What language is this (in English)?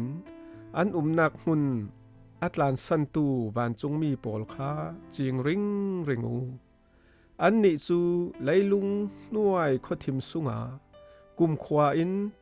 Falam Chin